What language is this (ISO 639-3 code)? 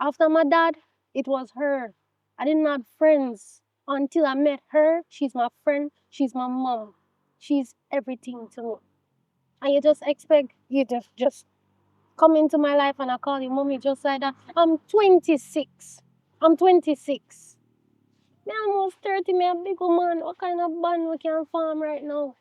jam